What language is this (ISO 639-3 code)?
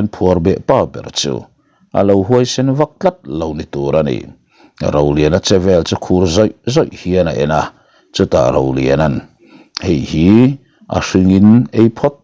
lus